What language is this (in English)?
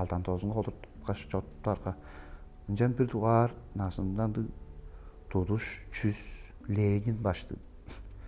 Tuvinian